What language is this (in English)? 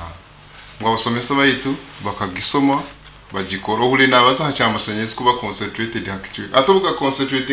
Nyoro